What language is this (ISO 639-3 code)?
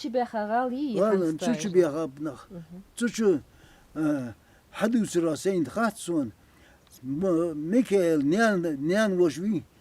inh